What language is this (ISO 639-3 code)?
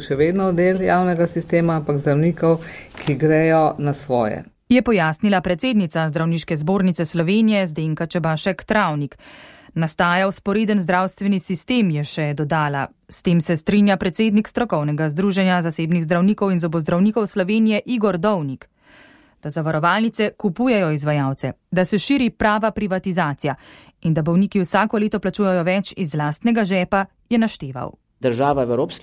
slv